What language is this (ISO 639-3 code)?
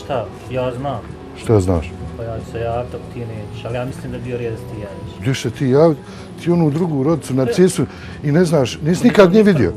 bos